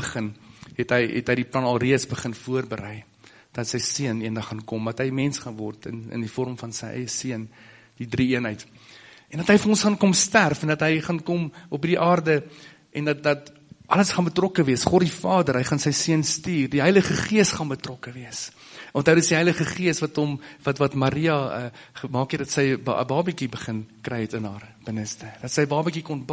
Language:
Afrikaans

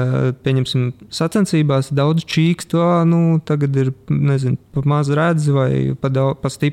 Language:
Latvian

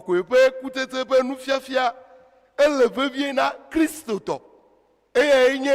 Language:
Ewe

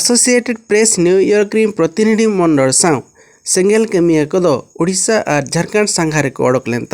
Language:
Santali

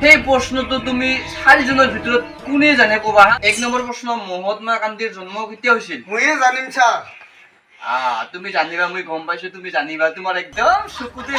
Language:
Assamese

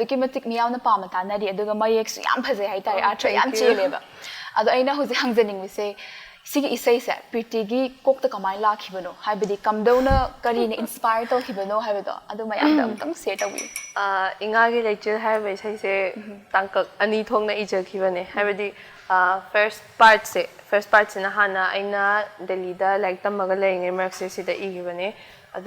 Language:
Manipuri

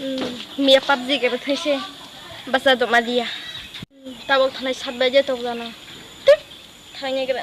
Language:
Kok Borok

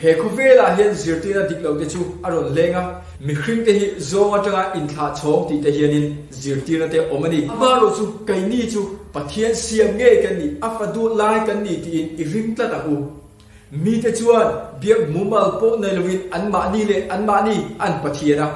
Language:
Mizo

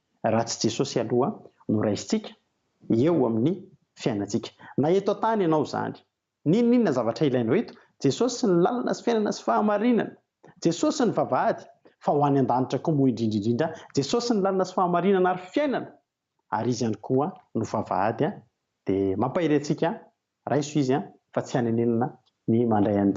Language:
Malagasy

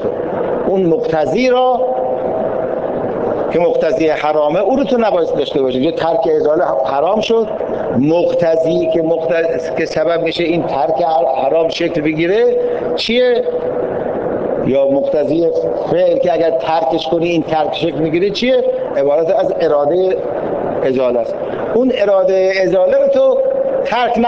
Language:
Persian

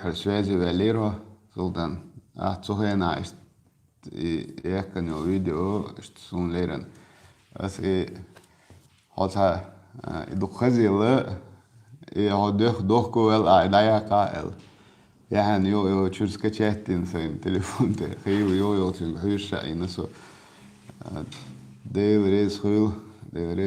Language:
Chechen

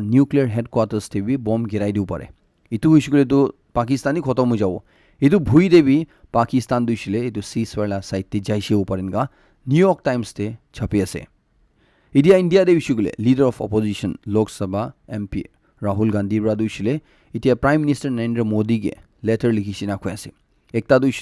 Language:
Naga Pidgin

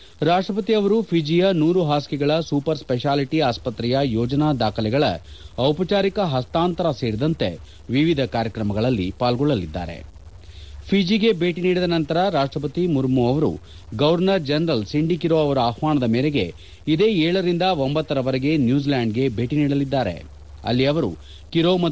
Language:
Kannada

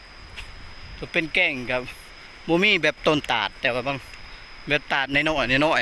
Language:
Lao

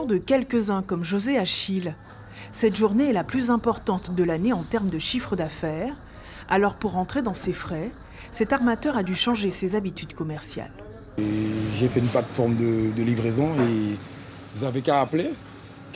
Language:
French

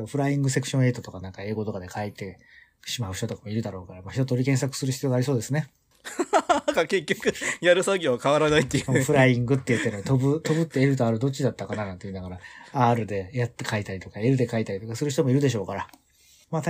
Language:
Japanese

